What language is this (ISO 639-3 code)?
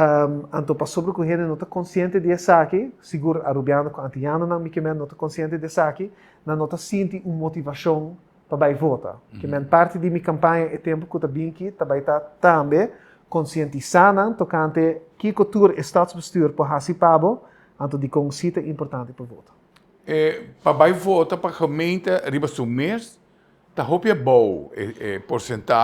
pap